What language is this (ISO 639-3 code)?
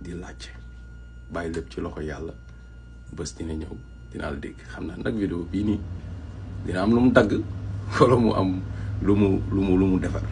wol